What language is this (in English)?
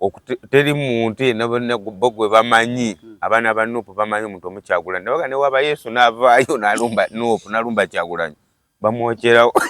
Ganda